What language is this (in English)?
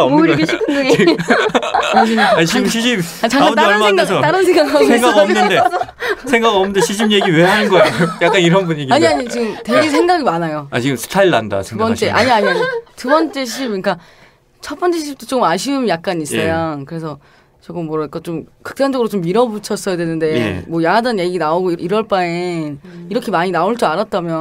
Korean